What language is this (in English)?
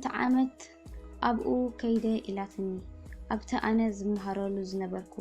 Tigrinya